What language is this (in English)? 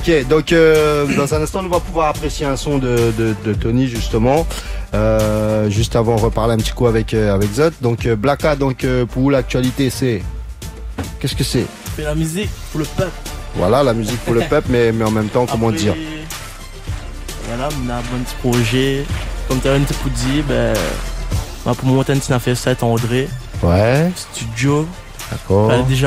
French